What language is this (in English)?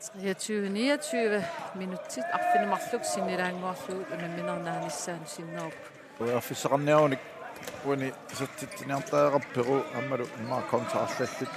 Kalaallisut